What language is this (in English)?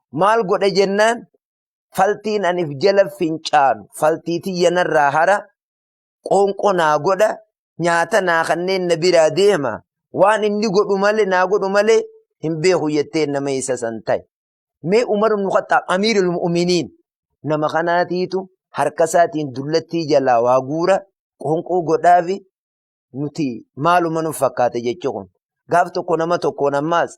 Oromo